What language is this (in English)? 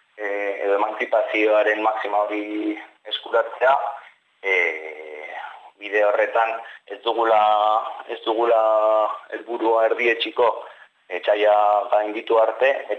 Basque